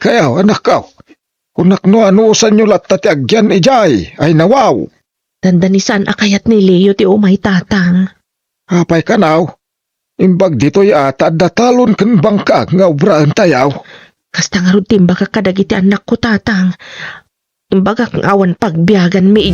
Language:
Iloko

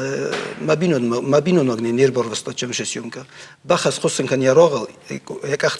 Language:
Ossetic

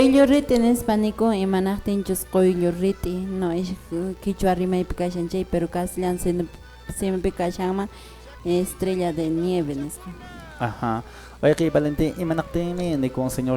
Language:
Quechua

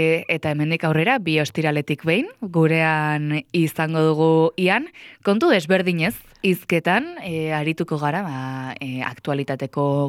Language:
Basque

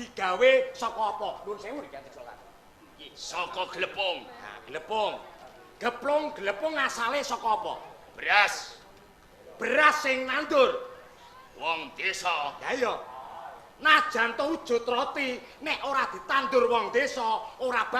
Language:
Javanese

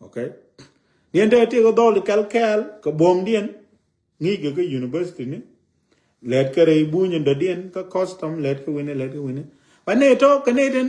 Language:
Nuer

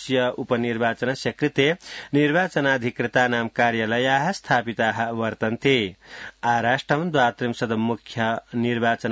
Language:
Sanskrit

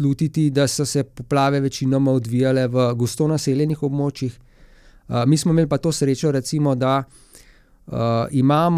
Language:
Slovenian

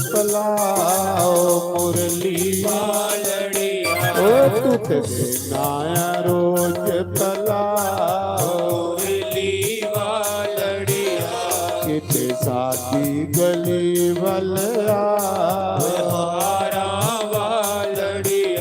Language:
Dogri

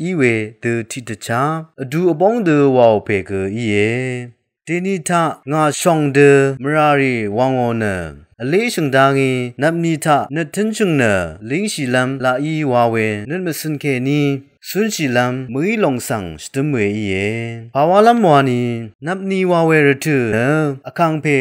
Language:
Rawang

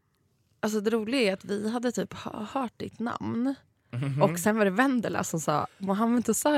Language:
Swedish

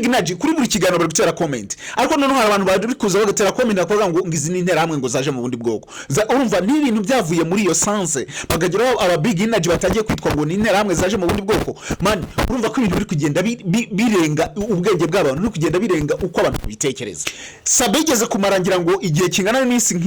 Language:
Kinyarwanda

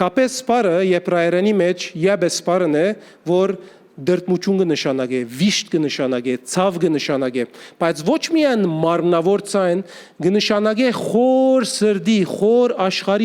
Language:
Western Armenian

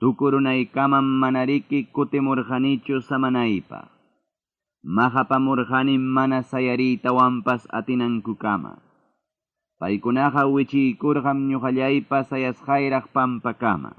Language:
Ayacucho Quechua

